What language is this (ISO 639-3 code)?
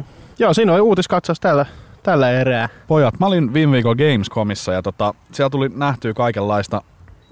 fin